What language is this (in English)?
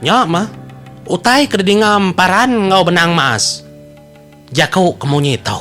Iban